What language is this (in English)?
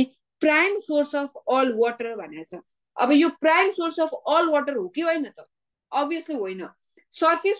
Nepali